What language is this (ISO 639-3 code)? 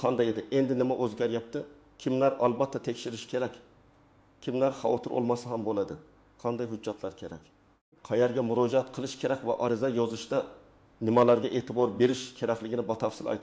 uzb